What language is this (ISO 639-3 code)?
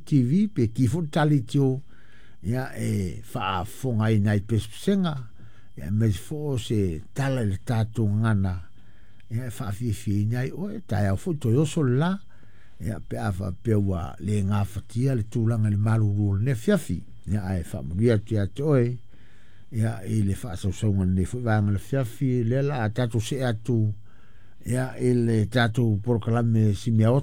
smo